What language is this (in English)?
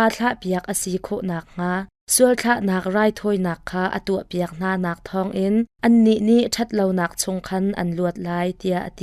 Hakha Chin